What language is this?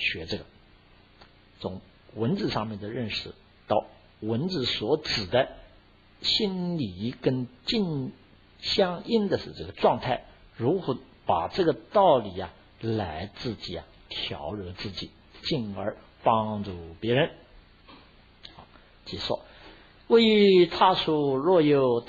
Chinese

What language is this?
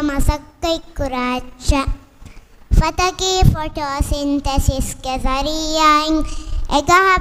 Divehi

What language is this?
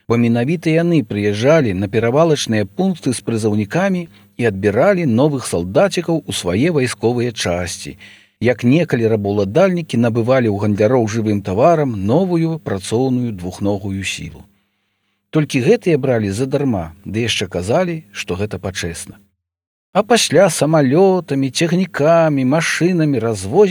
Belarusian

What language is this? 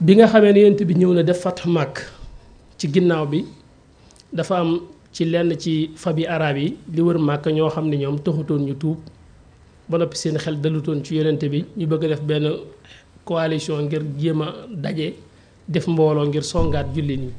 Wolof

